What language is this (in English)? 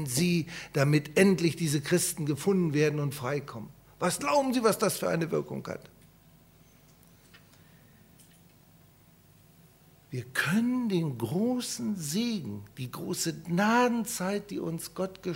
German